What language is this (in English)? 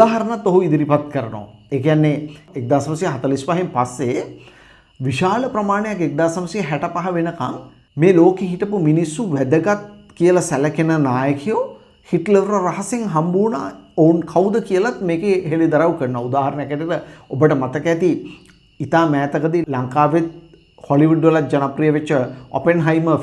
Sinhala